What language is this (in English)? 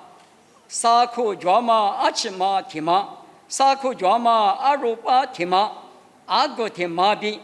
Lisu